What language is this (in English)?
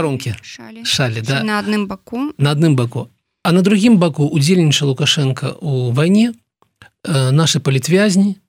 Belarusian